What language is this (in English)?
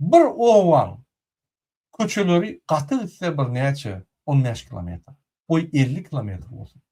Turkmen